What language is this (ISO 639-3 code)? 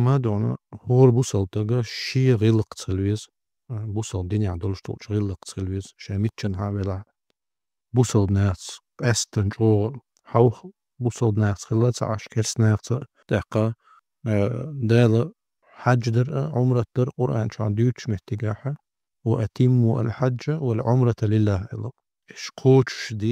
che